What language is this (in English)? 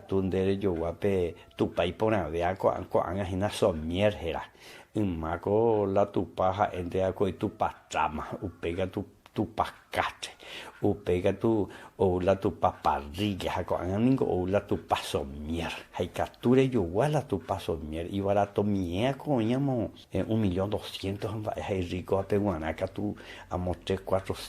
Guarani